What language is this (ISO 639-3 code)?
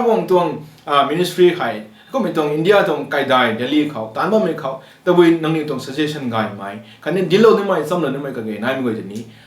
nbu